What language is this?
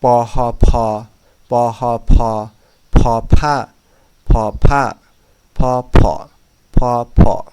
Hmong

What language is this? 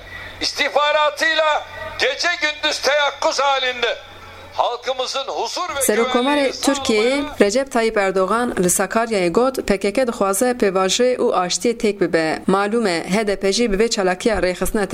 Kurdish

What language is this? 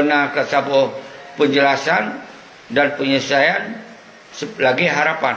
Achinese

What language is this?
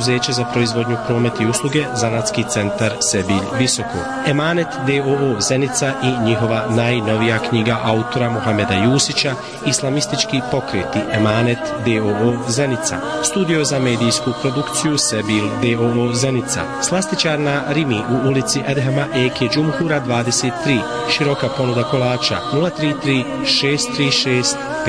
Bosnian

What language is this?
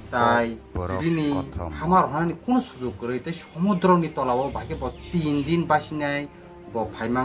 Kok Borok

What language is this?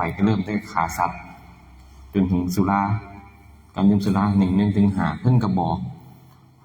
Northeastern Thai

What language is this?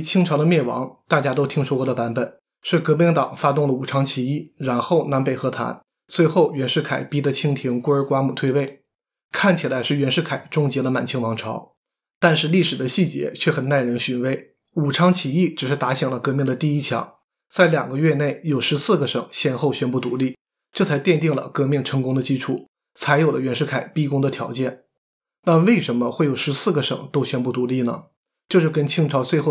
Chinese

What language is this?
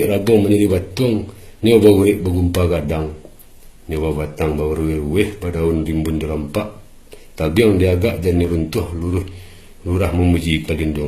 Minangkabau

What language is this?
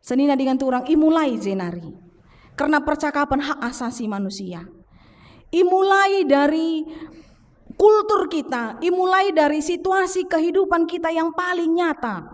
Batak Karo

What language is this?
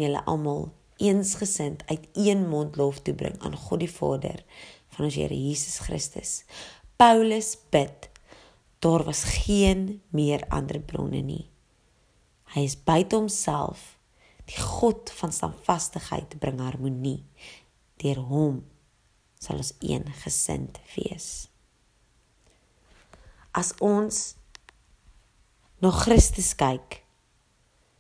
Afrikaans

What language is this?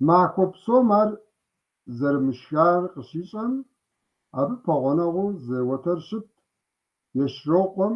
Kabardian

